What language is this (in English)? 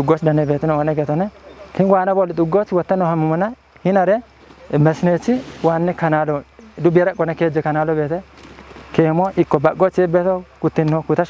Kafa